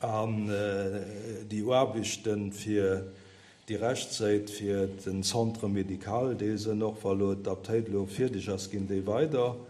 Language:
Luxembourgish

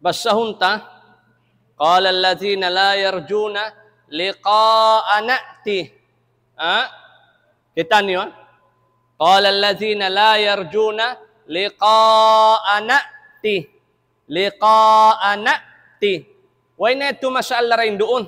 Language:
Tausug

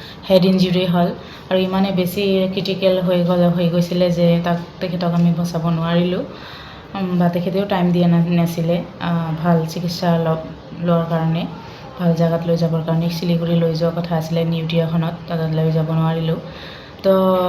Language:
Assamese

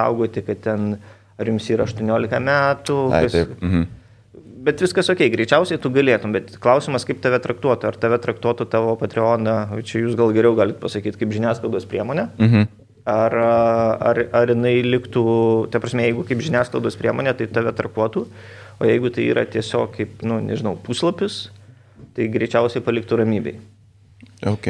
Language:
Lithuanian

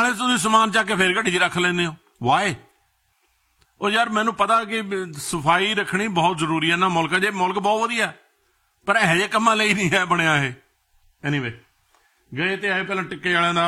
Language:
Punjabi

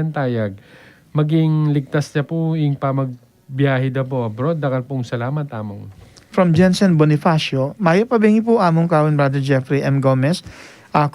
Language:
Pampanga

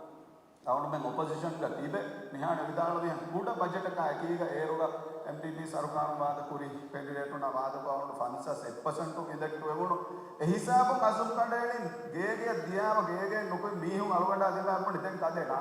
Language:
Divehi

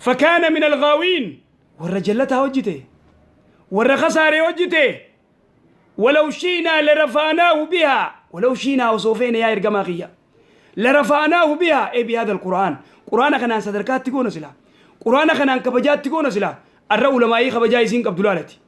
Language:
Oromo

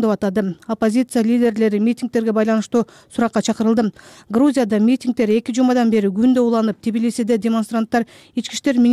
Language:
Kyrgyz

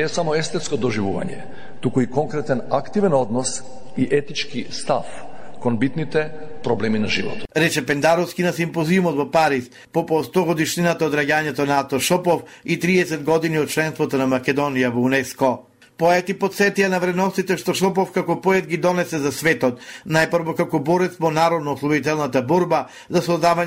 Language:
Macedonian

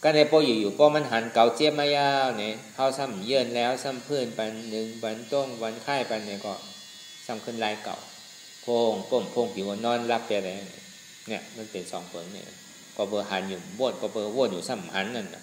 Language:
Shan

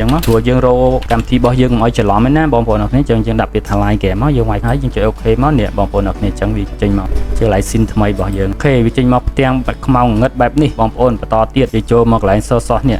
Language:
Khmer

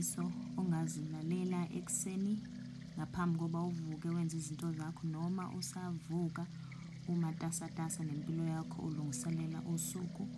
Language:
Zulu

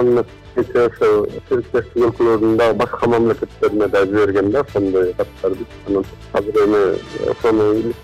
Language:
Kyrgyz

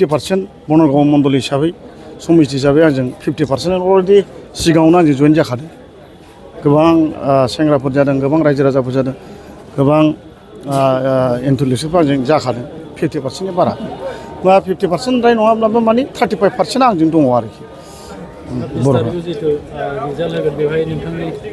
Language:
Bodo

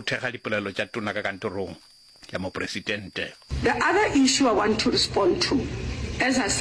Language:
Northern Sotho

